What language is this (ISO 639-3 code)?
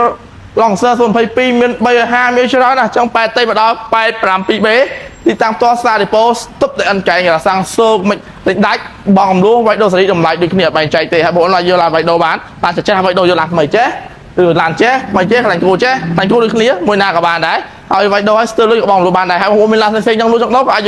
khm